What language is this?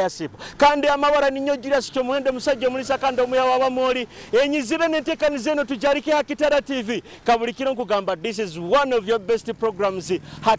Nyoro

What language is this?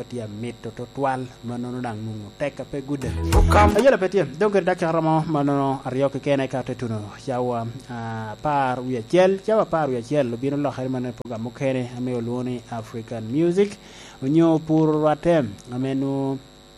Lango (Uganda)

